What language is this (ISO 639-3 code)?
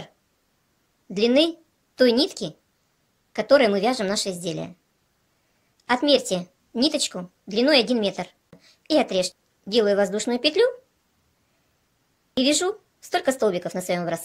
rus